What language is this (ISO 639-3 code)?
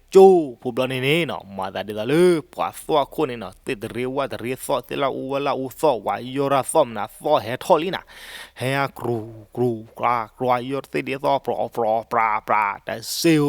ksw